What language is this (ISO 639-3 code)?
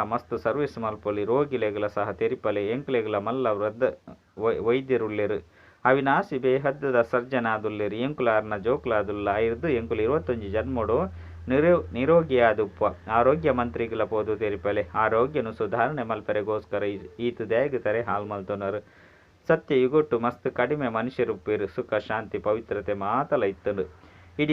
tcy